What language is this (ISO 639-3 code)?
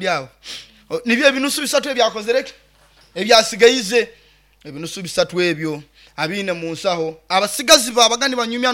nyo